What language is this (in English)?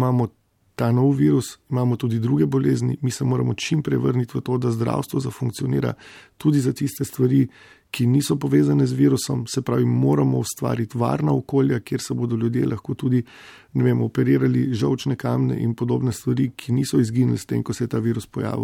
Slovenian